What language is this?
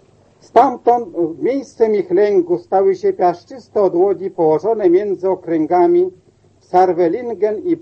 Polish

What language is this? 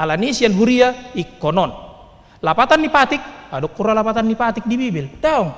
Batak Toba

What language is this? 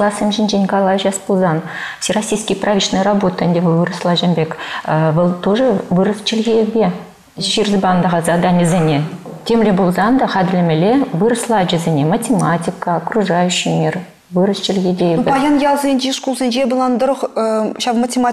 Chuvash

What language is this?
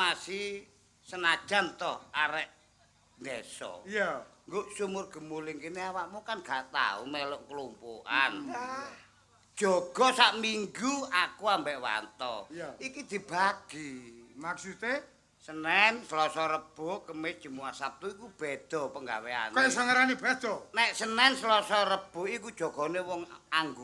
Javanese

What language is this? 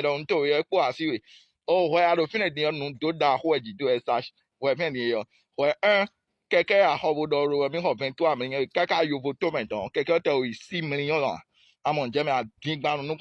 Fon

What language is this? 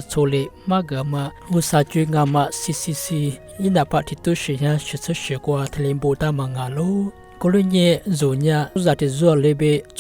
Lisu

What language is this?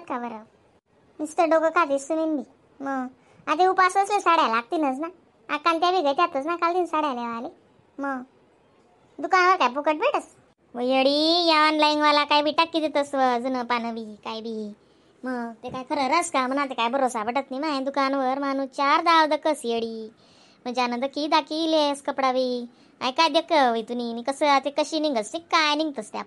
Khandesi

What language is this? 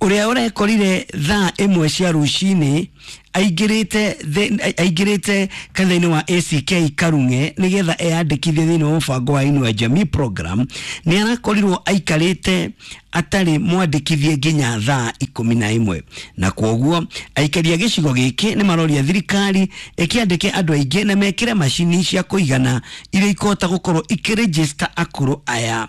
Kikuyu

